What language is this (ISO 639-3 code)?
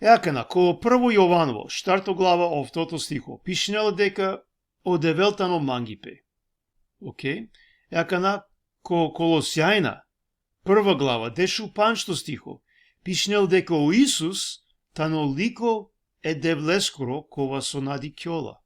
rmn